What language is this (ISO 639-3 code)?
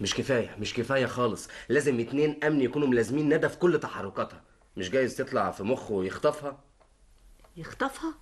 arz